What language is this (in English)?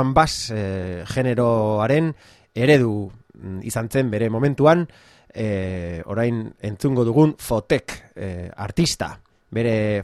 Basque